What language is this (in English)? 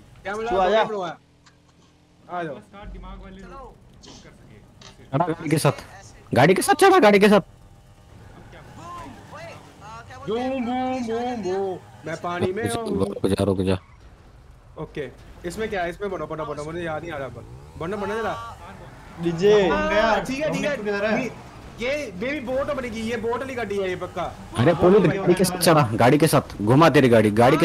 Hindi